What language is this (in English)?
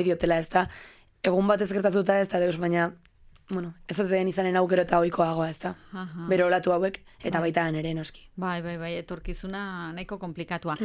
Basque